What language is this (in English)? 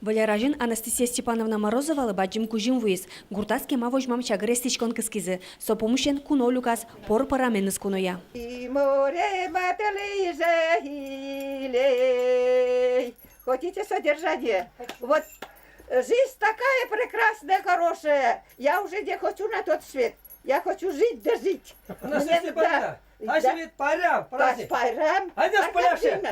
Udmurt